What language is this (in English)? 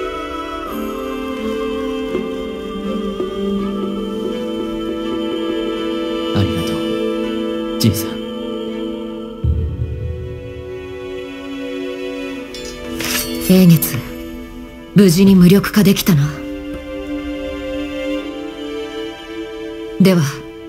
Japanese